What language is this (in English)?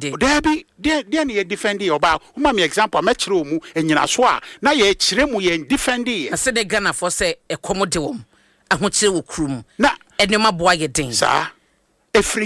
Akan